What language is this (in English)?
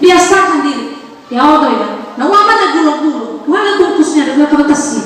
Nias